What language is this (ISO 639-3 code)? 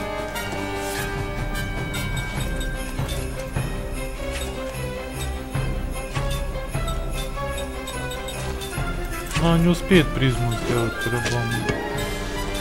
rus